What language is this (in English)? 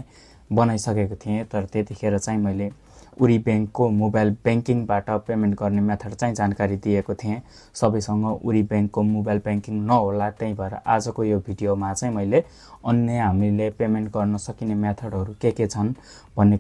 Nepali